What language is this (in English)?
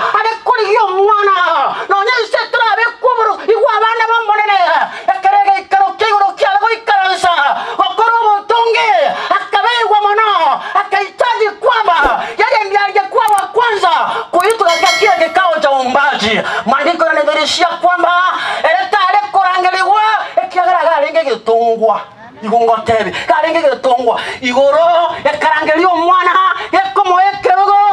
Gusii